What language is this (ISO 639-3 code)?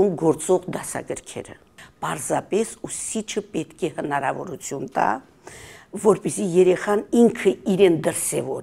hye